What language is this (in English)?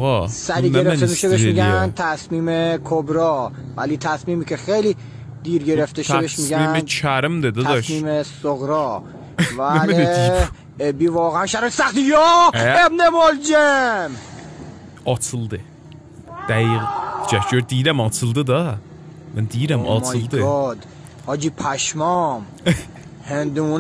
South Azerbaijani